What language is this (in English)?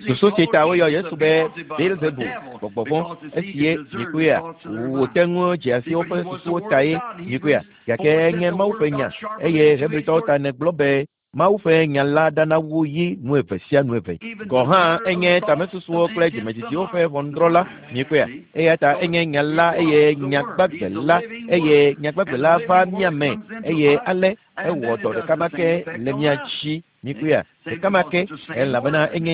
Ewe